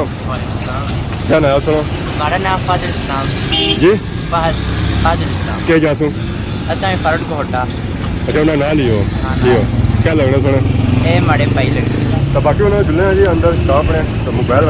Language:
Pahari-Potwari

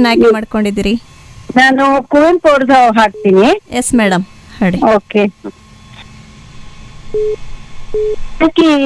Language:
Kannada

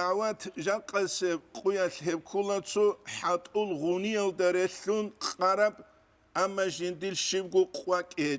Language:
Avaric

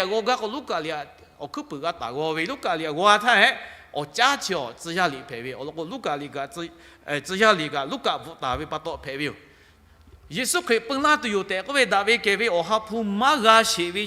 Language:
Lahu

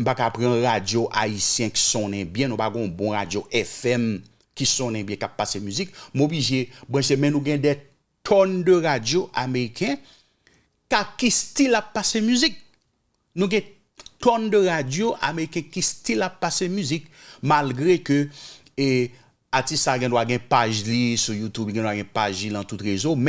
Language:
Haitian Creole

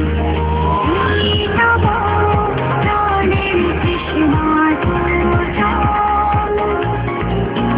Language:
Bangla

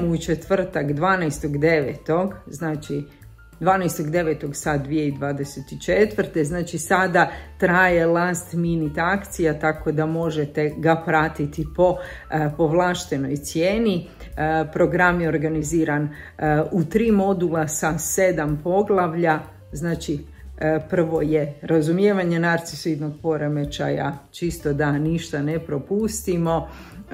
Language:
Croatian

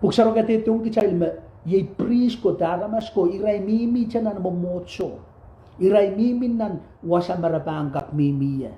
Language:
Pohnpeian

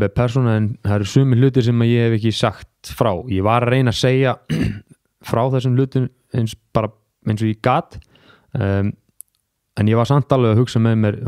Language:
Icelandic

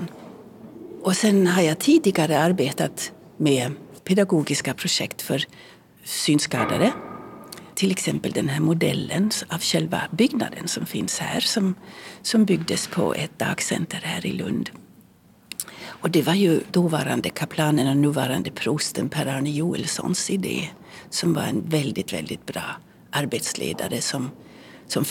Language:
Swedish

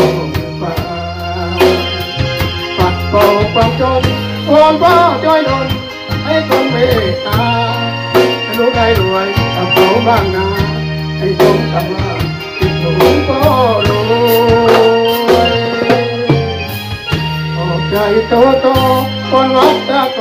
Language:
Thai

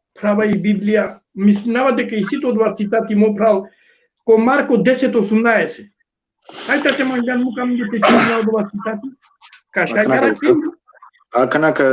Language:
Balkan Romani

